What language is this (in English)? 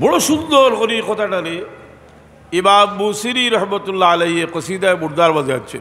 Sylheti